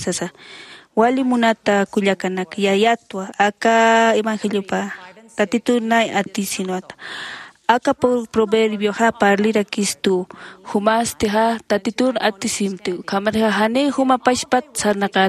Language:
Aymara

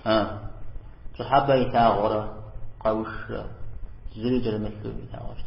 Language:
Kabardian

